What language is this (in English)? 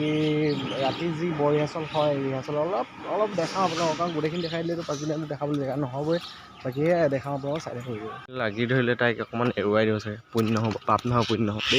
Assamese